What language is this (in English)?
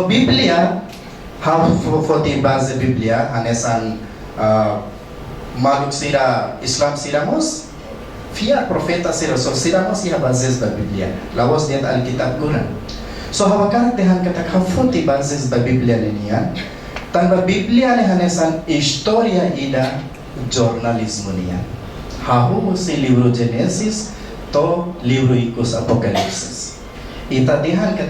Tetum